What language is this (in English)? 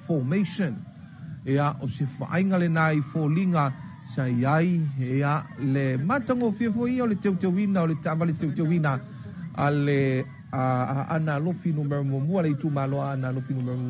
Samoan